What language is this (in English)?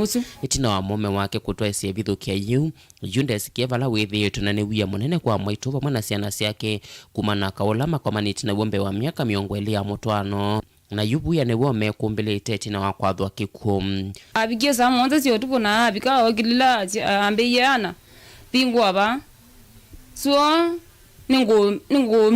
Kamba